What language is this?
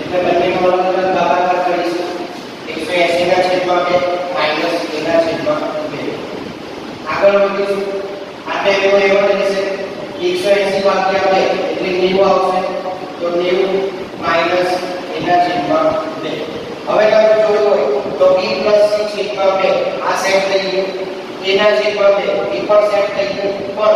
Gujarati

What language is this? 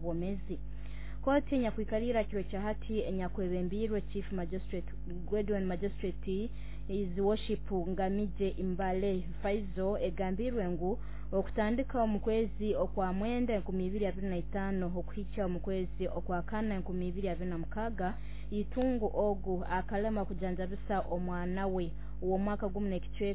Nyoro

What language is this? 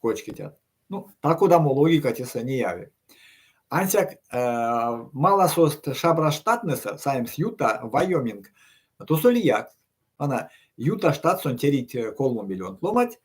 Erzya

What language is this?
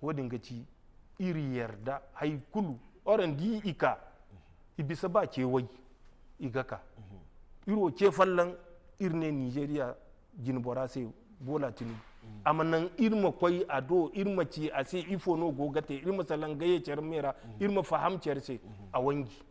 Zarma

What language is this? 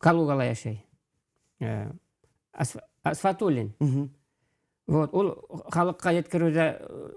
Bashkir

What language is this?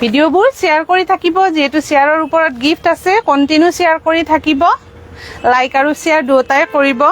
Assamese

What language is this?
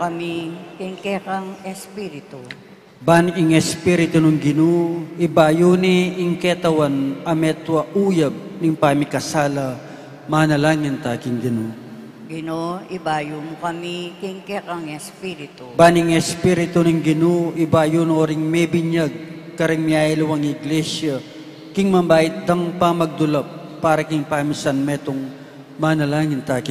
Pampanga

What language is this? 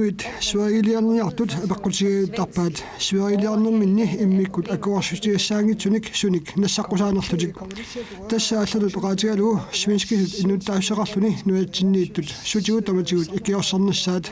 Kalaallisut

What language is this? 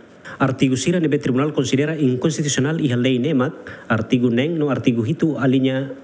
Tetum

